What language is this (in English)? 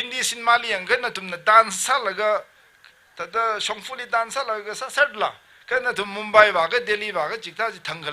Tangkhul Naga (India)